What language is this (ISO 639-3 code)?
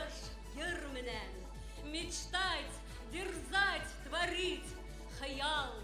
bak